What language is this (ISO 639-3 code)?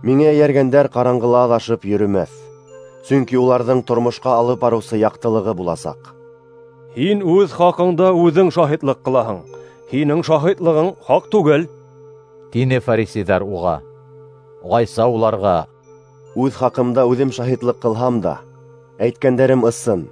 bak